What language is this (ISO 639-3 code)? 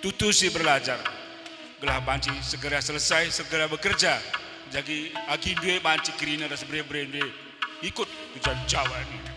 btx